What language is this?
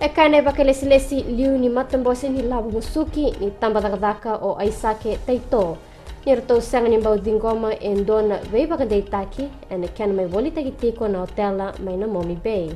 Fijian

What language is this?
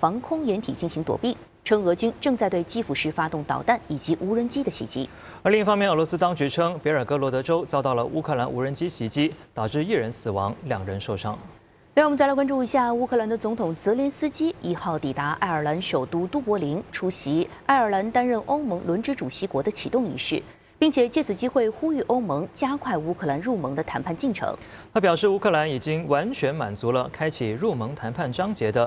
Chinese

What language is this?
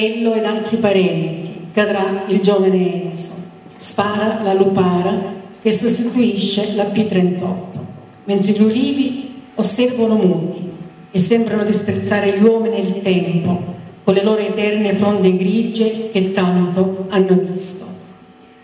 Italian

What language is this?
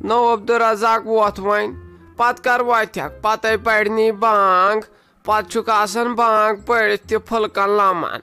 Kashmiri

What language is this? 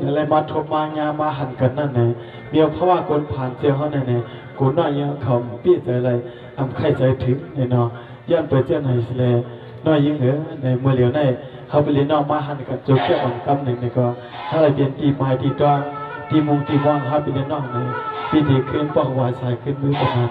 Shan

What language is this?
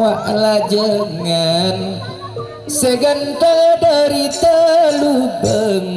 Madurese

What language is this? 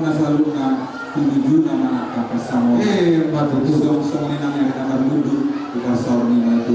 Batak Toba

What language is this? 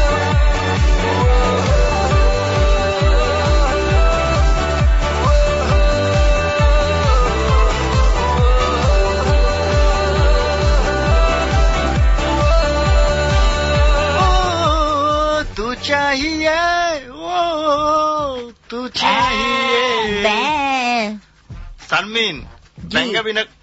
Bangla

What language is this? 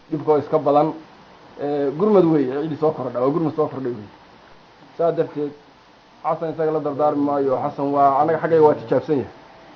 Somali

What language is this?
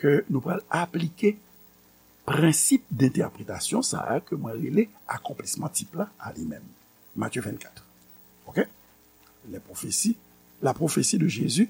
Haitian Creole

